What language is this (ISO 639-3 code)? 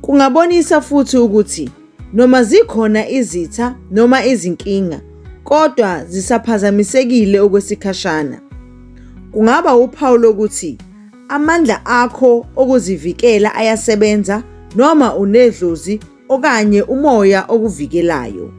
zul